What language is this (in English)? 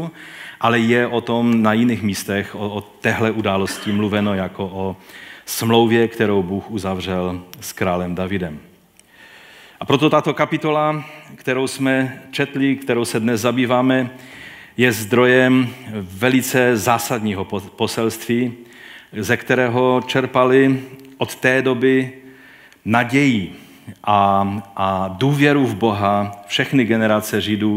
Czech